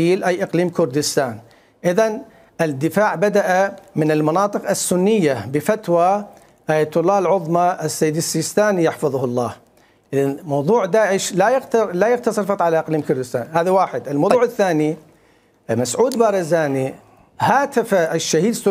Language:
Mesopotamian Arabic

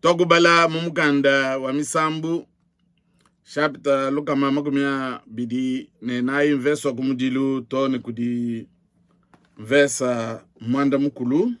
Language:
Luba-Lulua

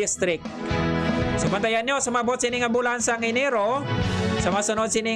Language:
Hiligaynon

